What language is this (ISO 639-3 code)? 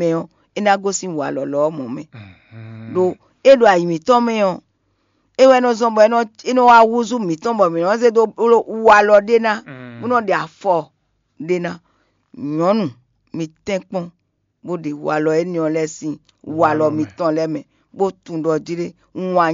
fon